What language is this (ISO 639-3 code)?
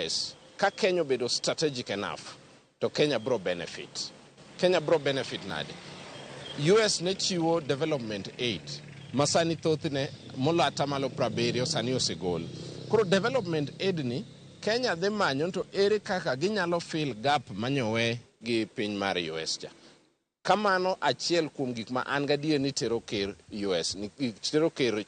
luo